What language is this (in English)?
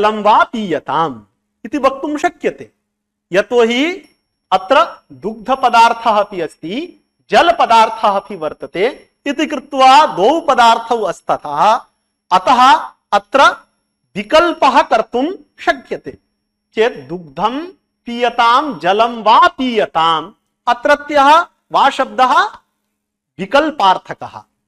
Sanskrit